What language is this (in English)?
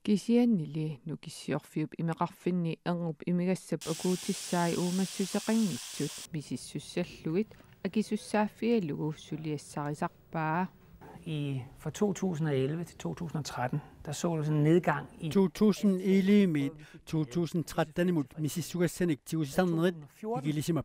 Kalaallisut